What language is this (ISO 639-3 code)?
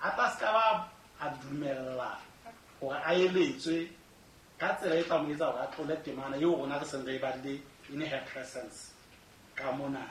sot